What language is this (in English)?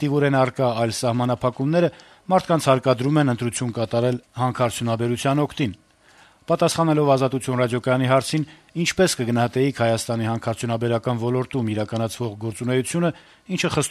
Armenian